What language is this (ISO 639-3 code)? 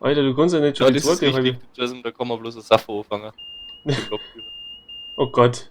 bar